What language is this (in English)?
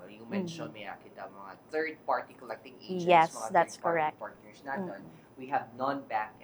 Hiligaynon